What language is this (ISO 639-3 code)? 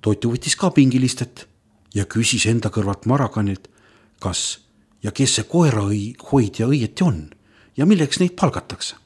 est